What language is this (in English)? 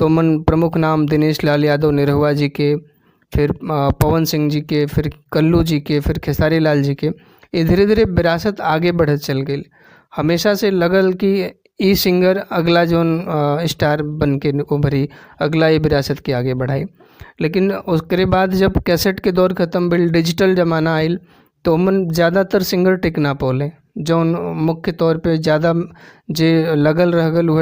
Bhojpuri